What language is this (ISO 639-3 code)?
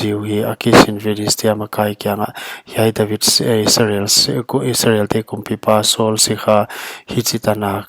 pck